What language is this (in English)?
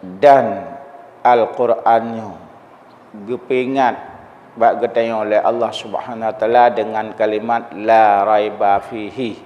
Achinese